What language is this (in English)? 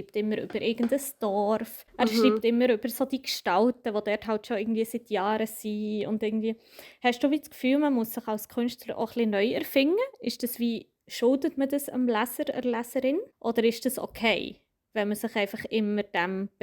Swiss German